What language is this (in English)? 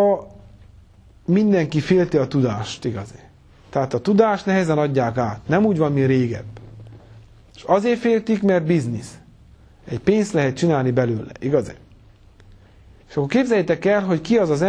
Hungarian